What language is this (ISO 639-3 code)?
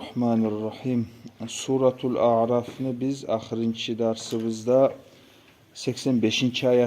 kum